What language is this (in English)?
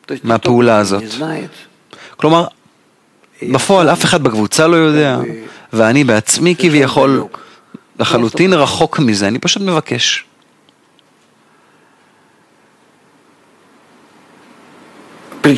Hebrew